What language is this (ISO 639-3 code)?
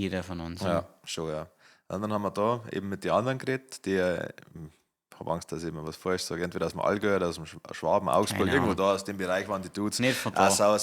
bar